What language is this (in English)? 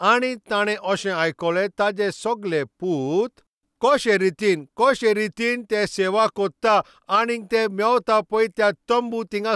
Konkani